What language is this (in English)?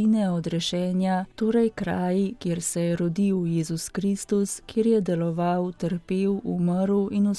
Slovenian